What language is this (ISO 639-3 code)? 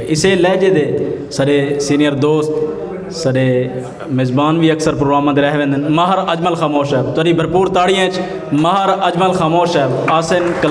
skr